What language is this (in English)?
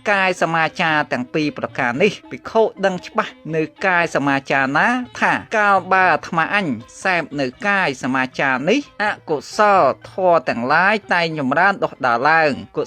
Khmer